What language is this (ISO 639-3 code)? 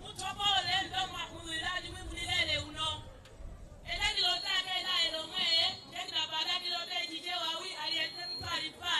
nya